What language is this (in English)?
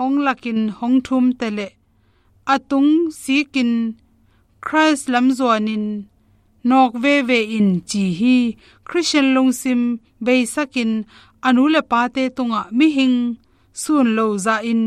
Tedim Chin